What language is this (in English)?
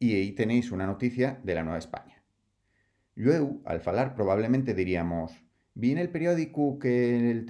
Asturian